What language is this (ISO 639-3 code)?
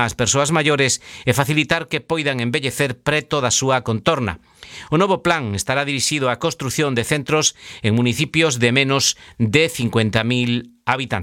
glg